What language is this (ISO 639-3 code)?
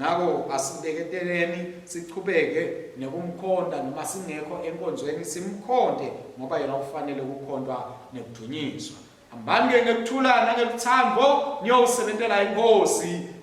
ssw